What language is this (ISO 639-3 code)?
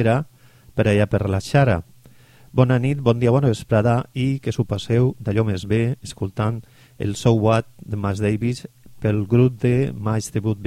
cat